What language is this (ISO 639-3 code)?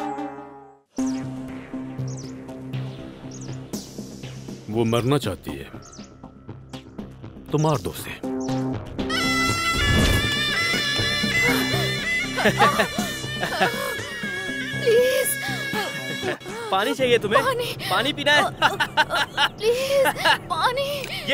hin